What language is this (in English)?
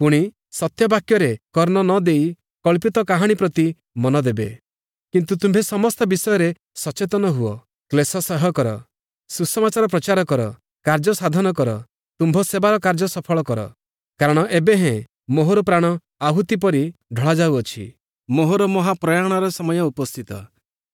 Odia